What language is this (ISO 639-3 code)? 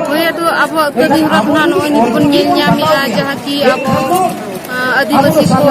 sat